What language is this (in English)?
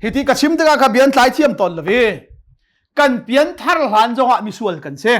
Hakha Chin